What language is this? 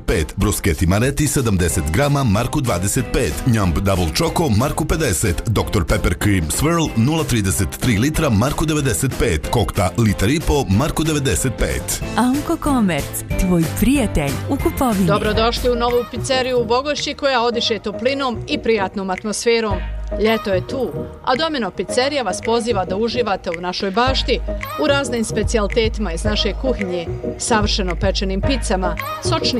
Bosnian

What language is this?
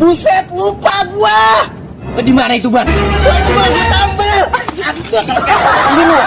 Betawi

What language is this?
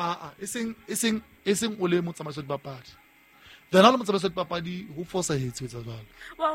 Southern Sotho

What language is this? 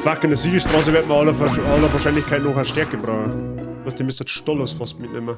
Bavarian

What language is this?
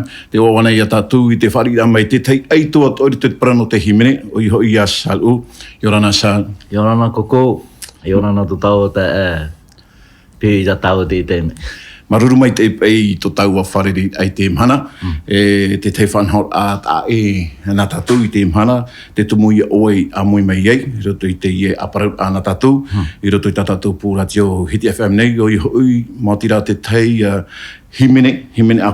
Tahitian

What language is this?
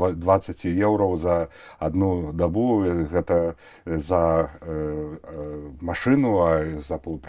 Belarusian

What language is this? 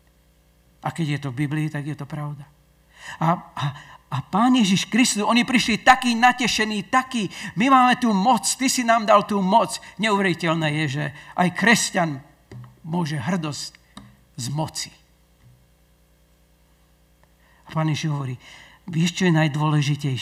Slovak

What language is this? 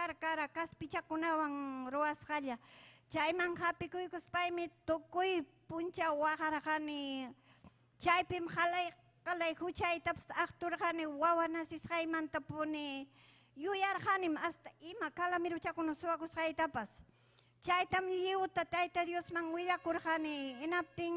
Ayacucho Quechua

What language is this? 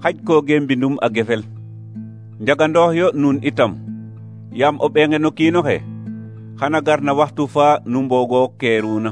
Serer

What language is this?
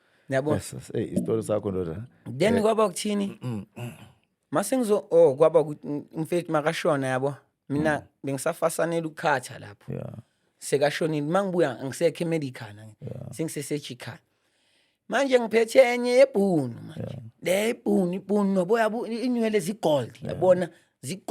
Zulu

